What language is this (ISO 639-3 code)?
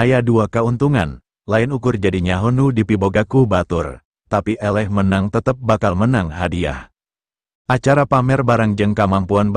sun